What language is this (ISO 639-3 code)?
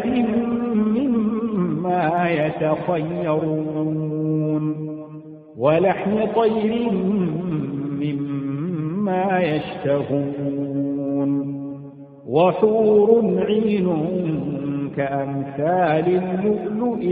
ara